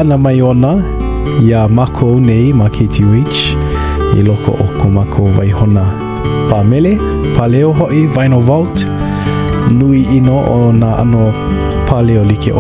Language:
Hawaiian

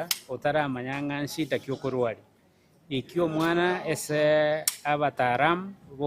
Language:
Gusii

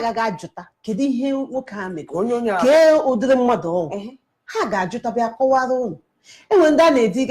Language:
Igbo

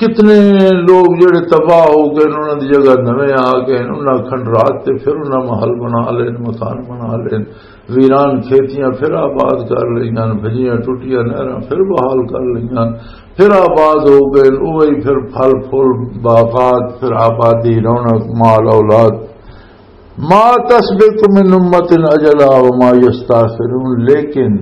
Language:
Western Panjabi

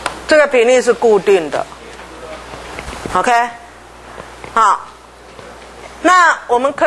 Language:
Chinese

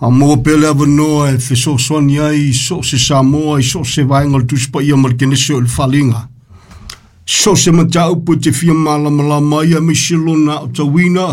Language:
Samoan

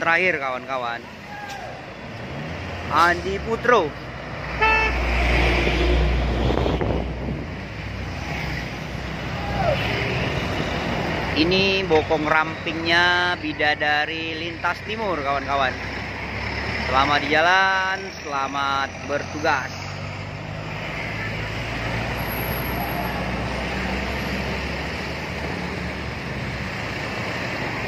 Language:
Indonesian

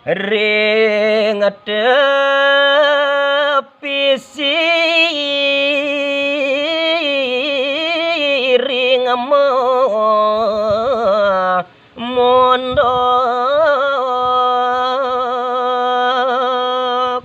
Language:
Balinese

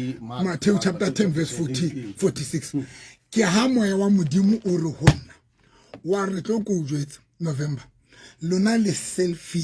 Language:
Southern Sotho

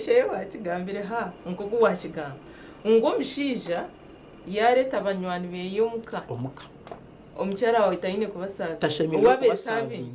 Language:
Nyankole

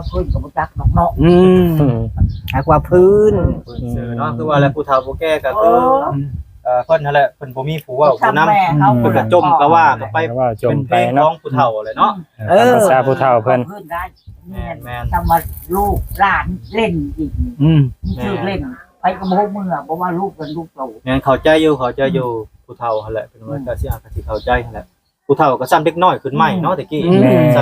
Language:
Lao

